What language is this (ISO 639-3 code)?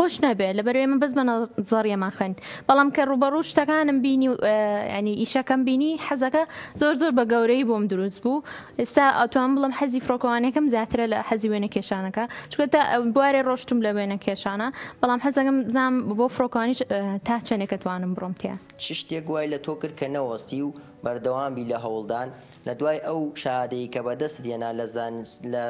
ckb